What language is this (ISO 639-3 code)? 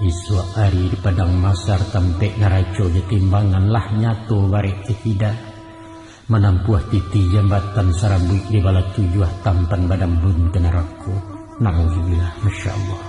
min